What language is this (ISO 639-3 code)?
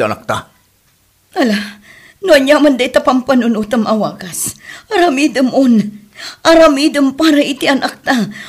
ilo